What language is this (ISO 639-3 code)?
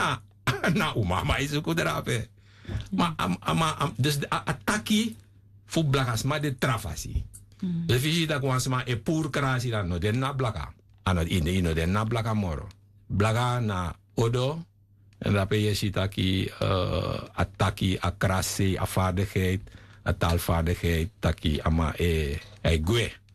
srn